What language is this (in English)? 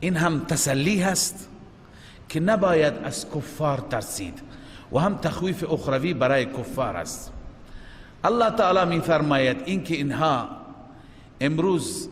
Persian